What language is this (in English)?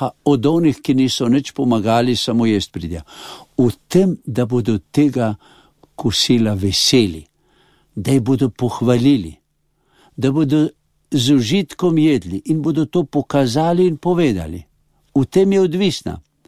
Slovenian